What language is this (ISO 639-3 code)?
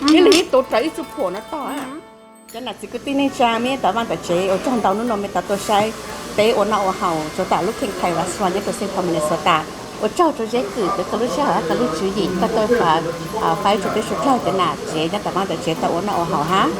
hmn